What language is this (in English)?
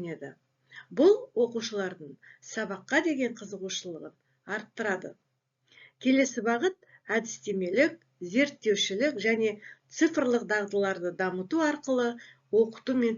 Kazakh